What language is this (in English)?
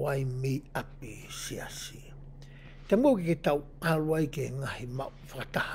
Tongan